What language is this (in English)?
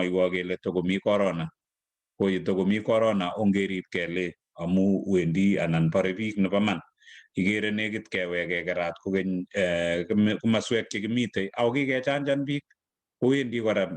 Kalenjin